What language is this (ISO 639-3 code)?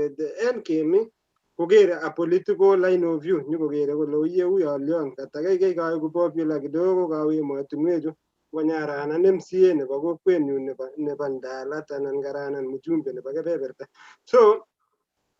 kln